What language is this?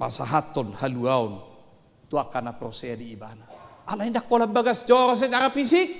Batak Toba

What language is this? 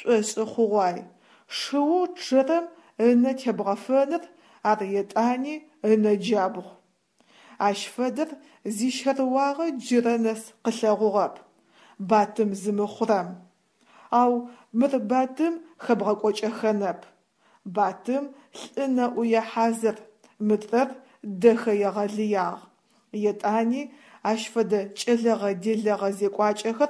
Adyghe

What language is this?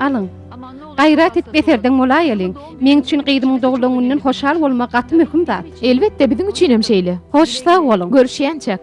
Turkmen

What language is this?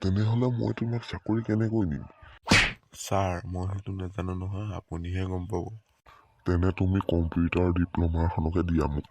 Assamese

